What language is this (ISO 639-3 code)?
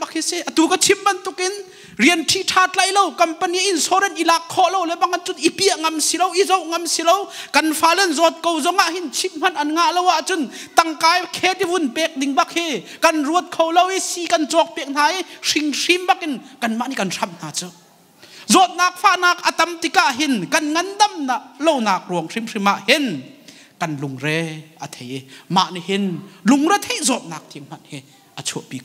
cnh